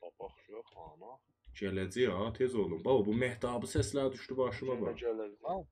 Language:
South Azerbaijani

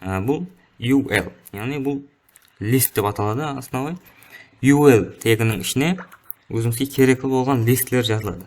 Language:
Kara-Kalpak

